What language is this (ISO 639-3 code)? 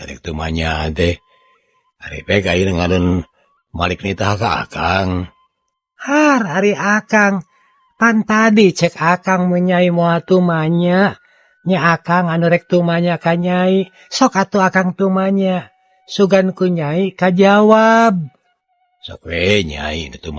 sun